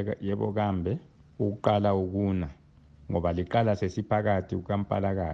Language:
North Ndebele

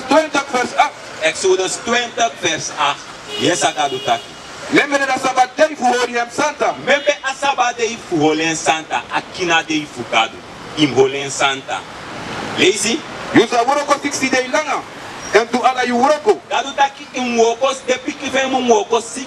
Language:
Sranan Tongo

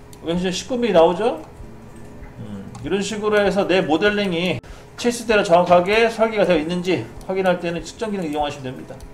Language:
Korean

